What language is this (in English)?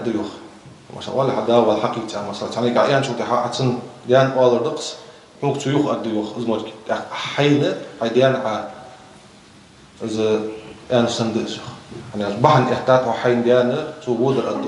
Ingush